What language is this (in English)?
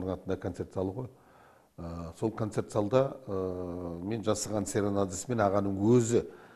Kazakh